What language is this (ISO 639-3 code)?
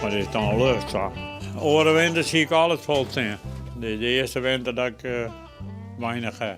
fry